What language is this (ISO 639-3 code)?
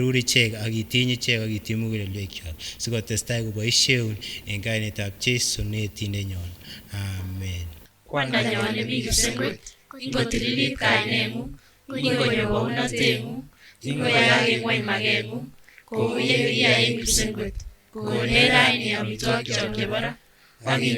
sgc